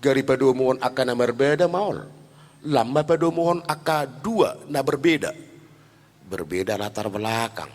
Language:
Batak Toba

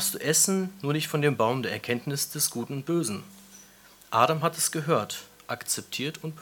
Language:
German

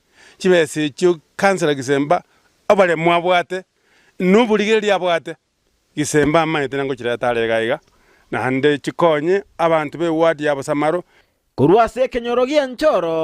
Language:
Gusii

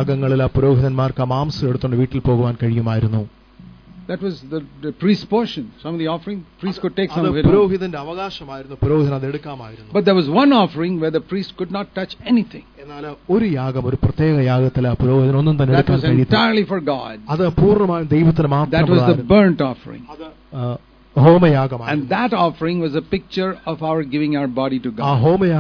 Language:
Malayalam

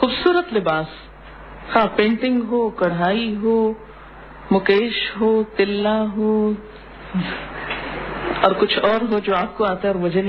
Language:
Urdu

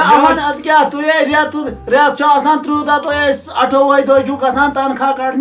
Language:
Kashmiri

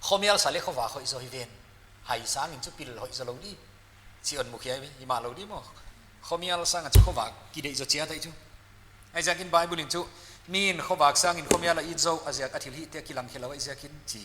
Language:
Paite Chin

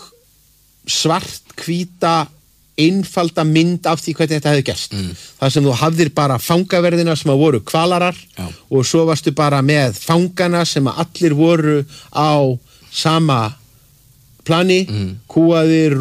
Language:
Icelandic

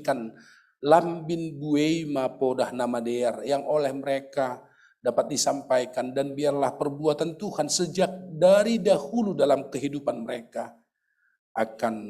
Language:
Batak Simalungun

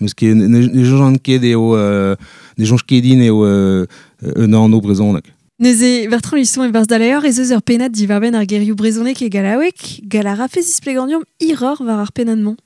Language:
Breton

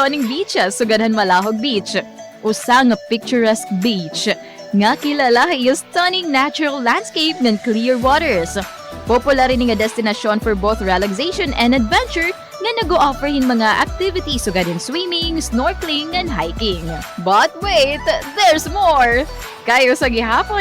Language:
Waray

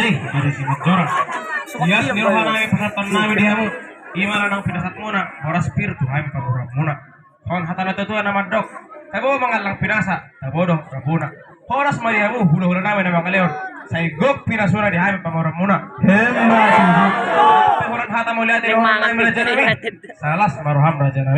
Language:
Batak Toba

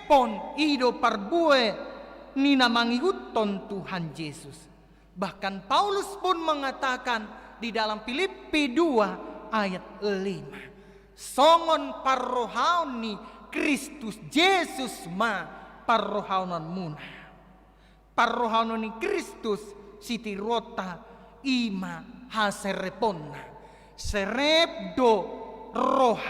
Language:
Batak Toba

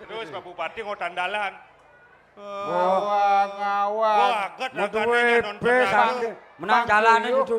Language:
Balinese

